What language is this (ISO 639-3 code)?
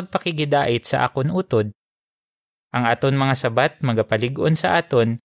hil